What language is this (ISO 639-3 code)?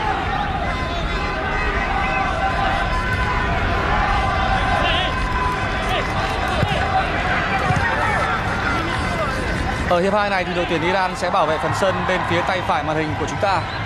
vie